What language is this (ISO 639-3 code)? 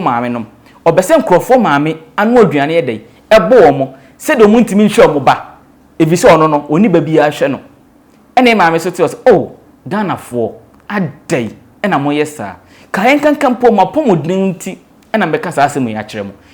aka